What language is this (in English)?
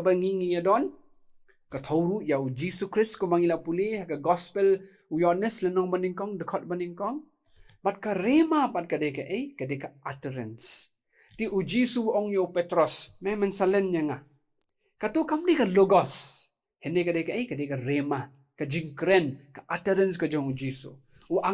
Khasi